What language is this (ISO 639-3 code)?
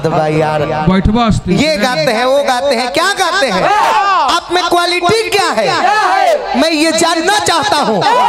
bho